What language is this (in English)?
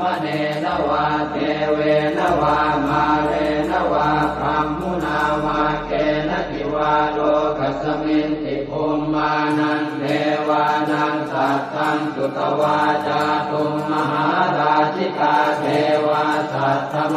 Pali